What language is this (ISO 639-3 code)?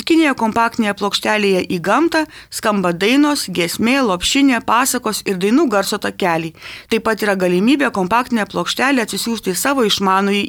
lit